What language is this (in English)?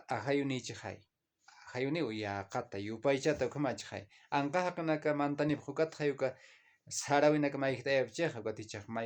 Aymara